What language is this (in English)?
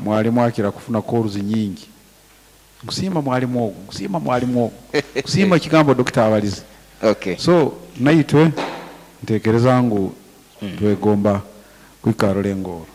Nyankole